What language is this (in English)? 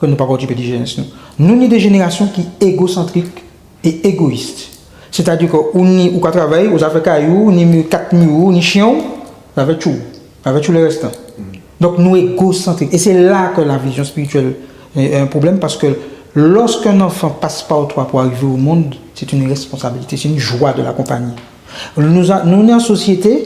Guadeloupean Creole French